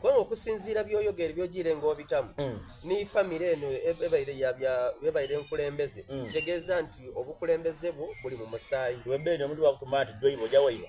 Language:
Soga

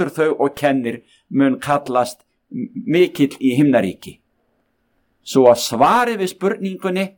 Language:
Icelandic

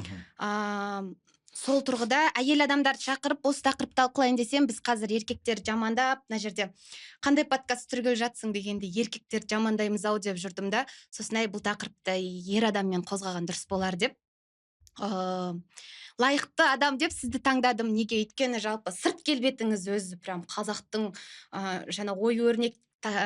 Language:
Kazakh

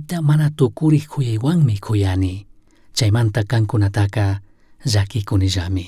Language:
Chimborazo Highland Quichua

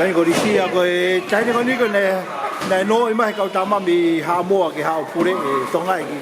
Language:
Tongan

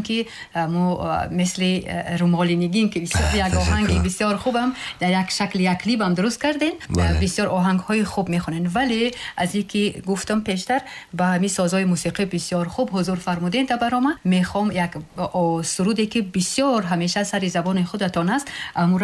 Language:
Tajik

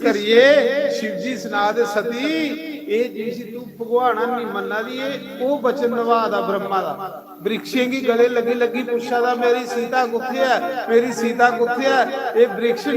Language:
Dogri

